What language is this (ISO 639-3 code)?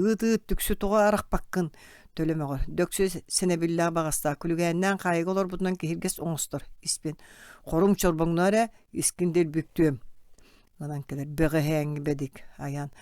sah